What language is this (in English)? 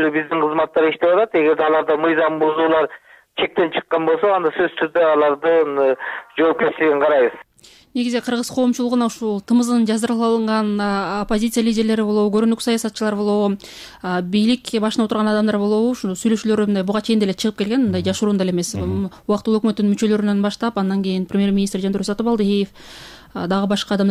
Kyrgyz